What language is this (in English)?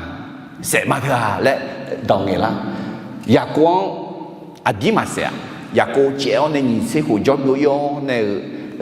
Akha